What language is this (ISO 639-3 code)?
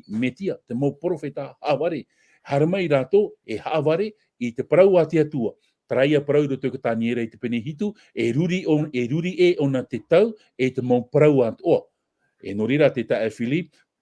tah